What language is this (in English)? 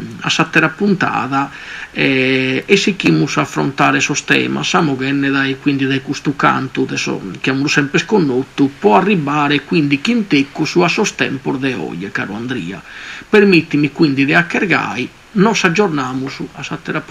Sardinian